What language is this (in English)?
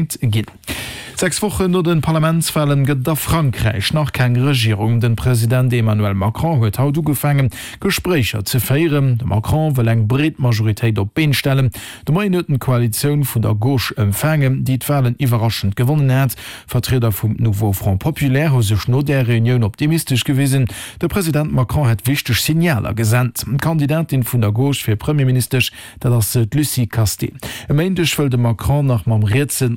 Luxembourgish